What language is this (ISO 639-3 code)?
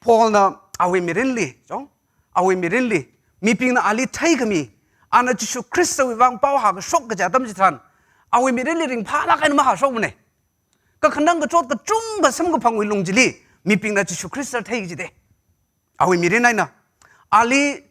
nmf